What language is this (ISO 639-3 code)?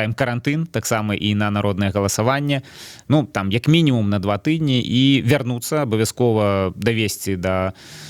bel